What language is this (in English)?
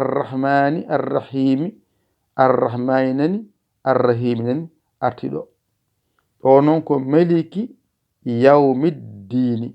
Fula